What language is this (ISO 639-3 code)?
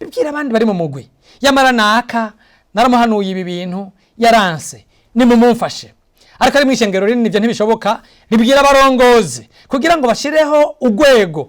run